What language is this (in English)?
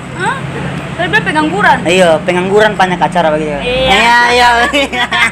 Ambonese Malay